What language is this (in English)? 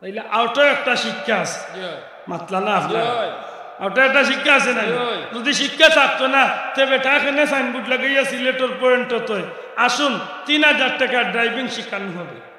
Sylheti